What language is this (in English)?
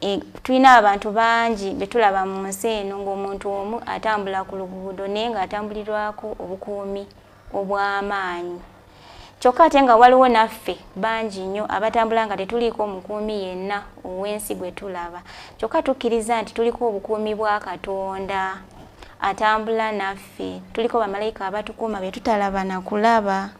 Ganda